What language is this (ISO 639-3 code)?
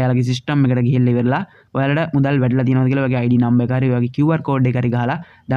sin